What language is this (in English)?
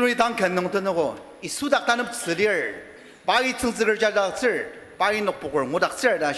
Ao Naga